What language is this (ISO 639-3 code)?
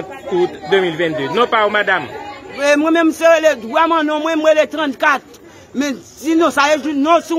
hat